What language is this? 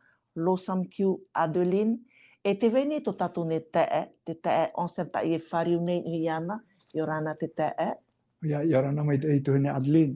Tahitian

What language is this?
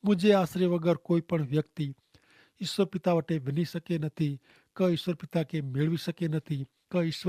Kachhi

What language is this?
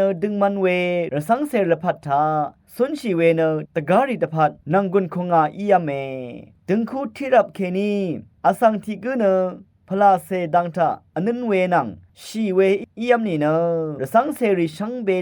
Rawang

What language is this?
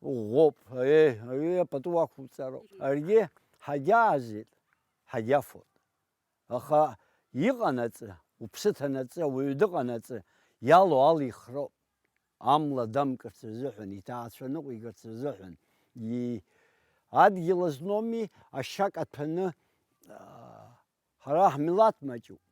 Abkhazian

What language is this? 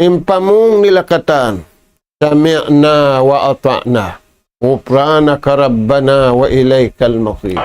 Tausug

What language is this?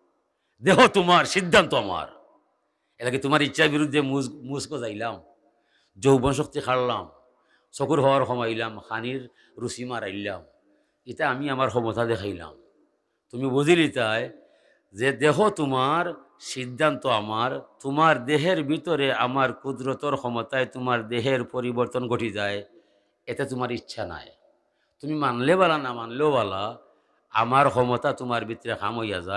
Sylheti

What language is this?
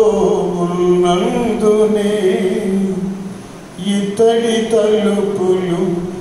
Telugu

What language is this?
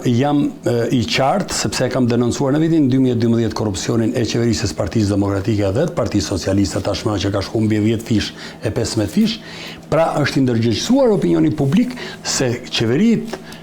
Albanian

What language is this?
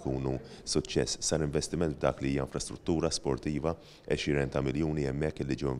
Maltese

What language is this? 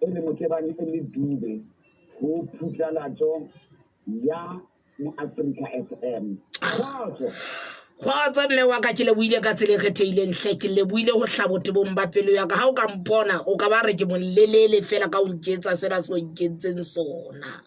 Southern Sotho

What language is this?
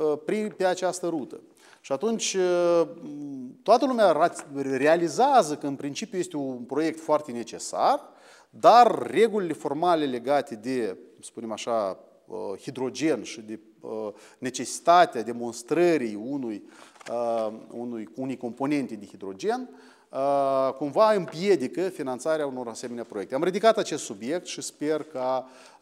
Romanian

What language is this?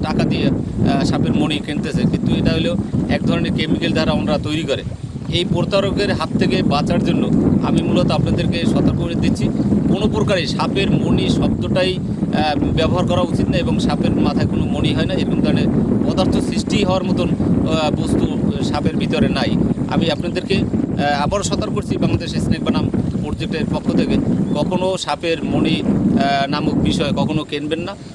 Bangla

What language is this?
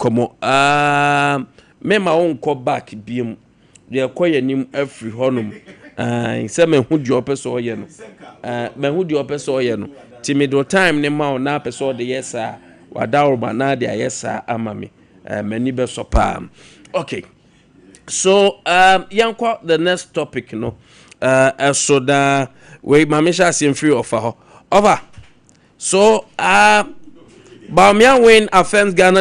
Akan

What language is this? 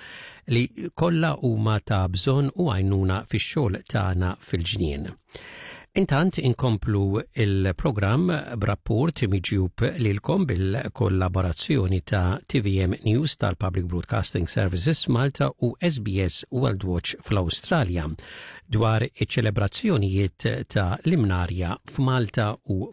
Maltese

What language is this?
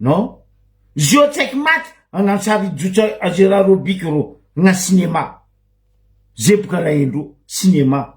Malagasy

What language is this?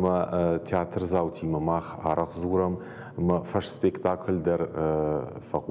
Ossetic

